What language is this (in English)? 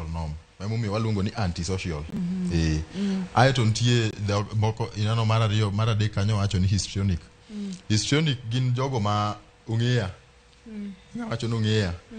Luo (Kenya and Tanzania)